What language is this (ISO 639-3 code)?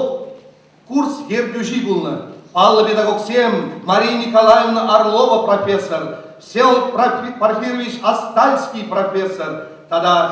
chv